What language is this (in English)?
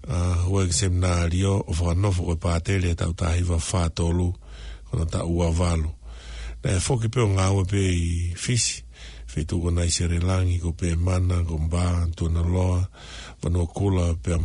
Tongan